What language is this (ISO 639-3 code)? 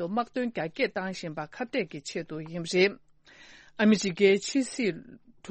bod